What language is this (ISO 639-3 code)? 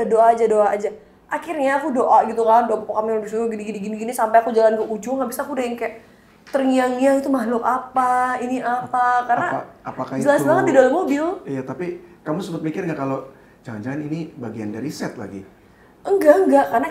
ind